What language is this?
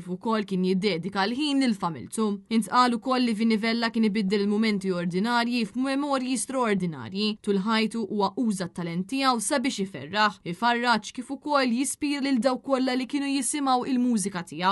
Maltese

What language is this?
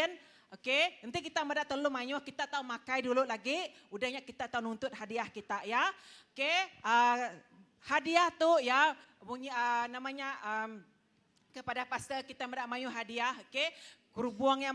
Iban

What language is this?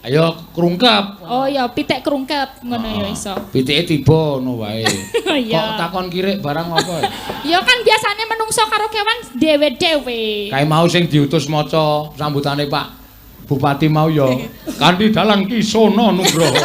Javanese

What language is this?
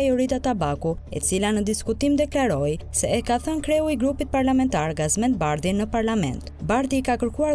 Albanian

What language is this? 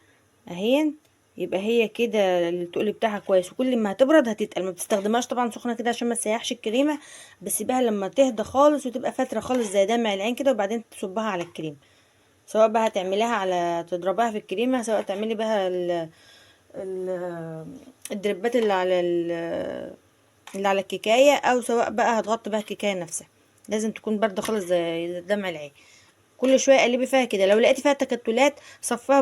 Egyptian Arabic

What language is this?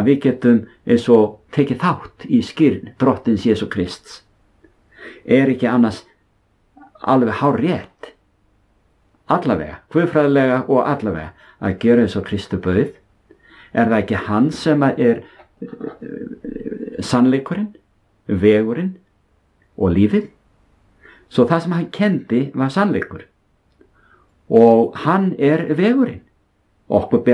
Icelandic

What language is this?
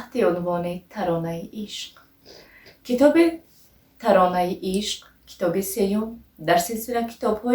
Tajik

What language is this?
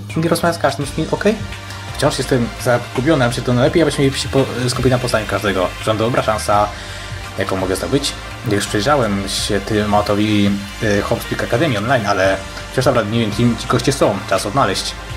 Polish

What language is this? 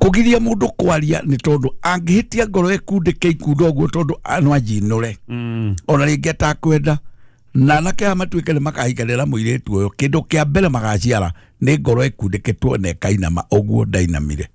Kikuyu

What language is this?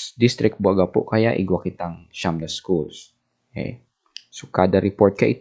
Bikol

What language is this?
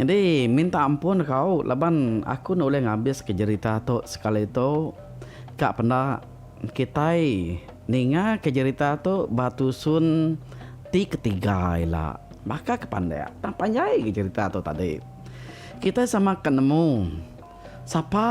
Iban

